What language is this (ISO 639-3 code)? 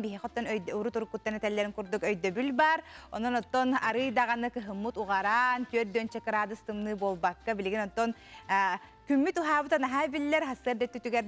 sah